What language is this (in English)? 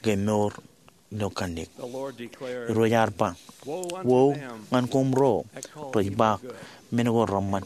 Marshallese